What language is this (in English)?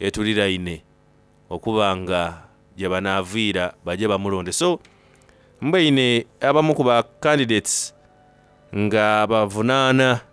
Soga